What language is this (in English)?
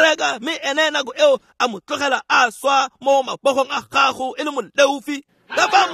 Tswana